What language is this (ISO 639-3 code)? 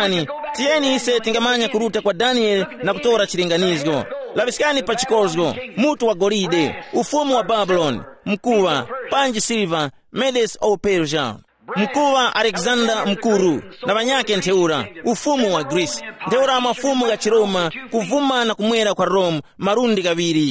tum